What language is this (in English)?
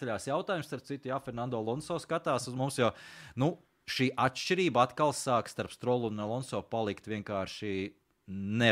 Latvian